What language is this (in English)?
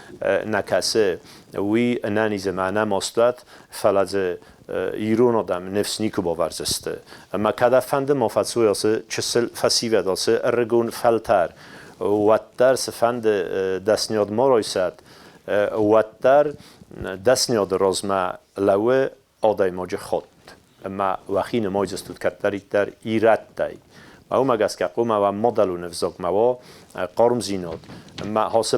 Ossetic